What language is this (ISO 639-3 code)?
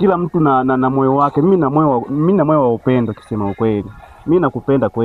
swa